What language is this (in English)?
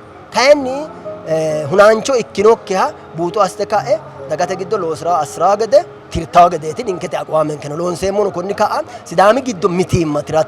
Sidamo